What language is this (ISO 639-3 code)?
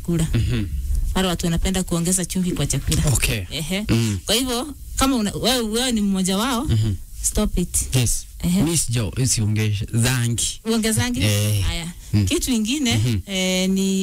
swa